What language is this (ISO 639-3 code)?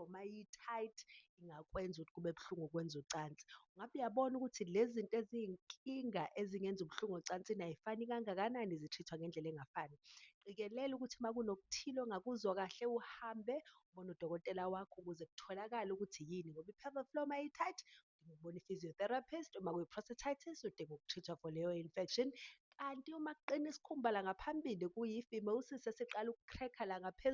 zul